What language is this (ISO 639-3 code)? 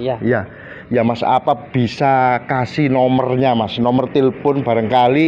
ind